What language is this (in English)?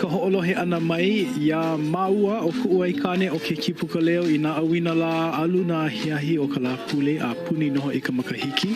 Hawaiian